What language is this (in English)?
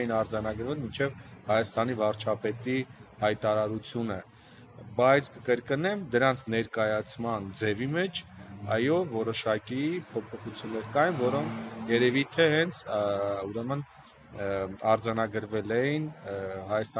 Armenian